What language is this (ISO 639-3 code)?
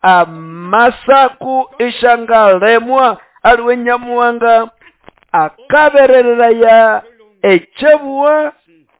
nnb